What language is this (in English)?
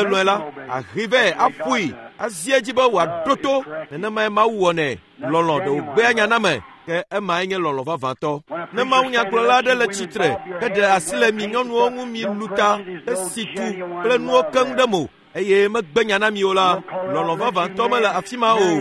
Ewe